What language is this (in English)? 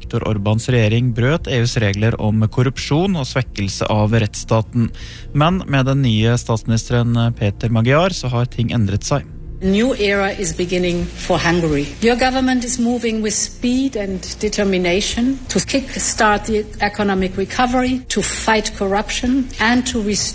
Norwegian